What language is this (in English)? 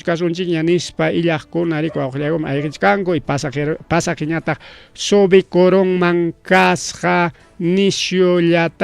Ayacucho Quechua